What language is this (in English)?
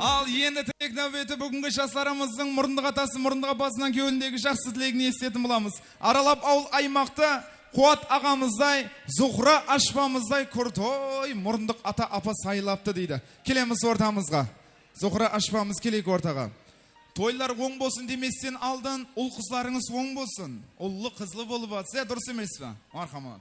Kara-Kalpak